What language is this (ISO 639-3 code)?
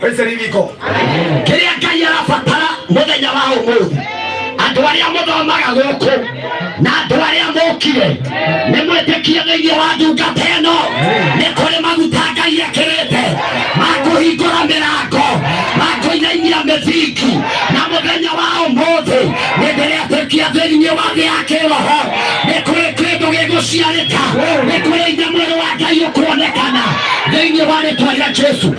kik